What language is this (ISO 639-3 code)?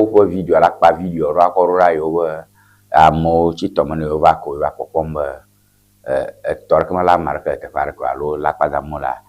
ewe